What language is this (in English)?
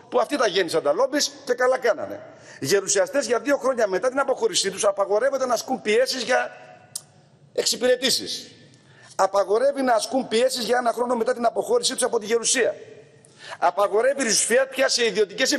Greek